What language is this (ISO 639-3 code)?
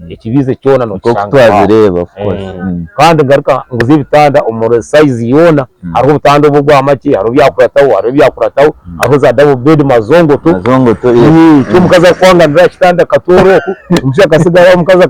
nyn